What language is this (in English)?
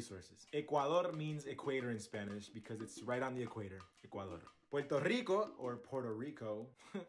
English